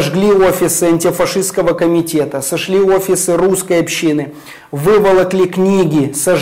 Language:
Russian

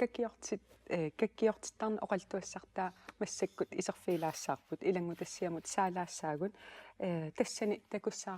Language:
Kalaallisut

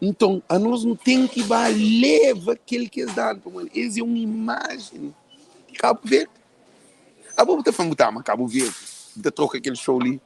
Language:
Kabuverdianu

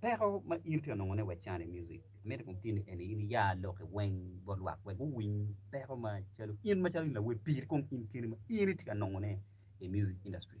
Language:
Acoli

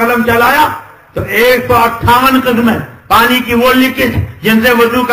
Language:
Urdu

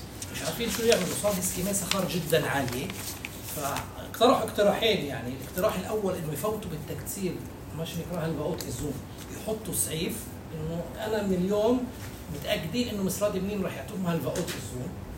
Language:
North Levantine Arabic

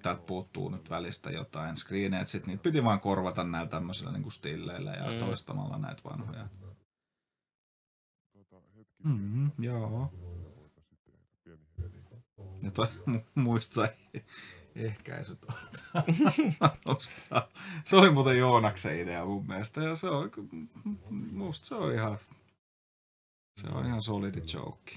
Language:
Finnish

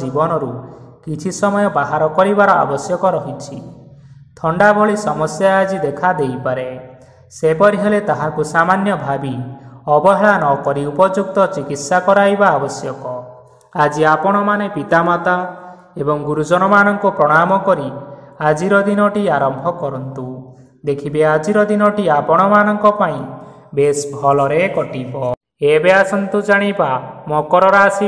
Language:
Odia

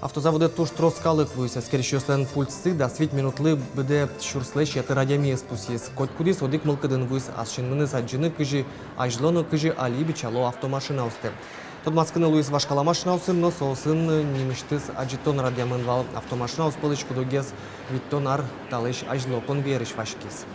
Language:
Udmurt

